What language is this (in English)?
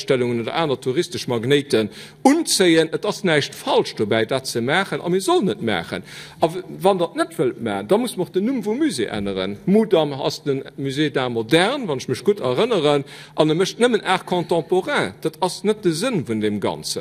Luxembourgish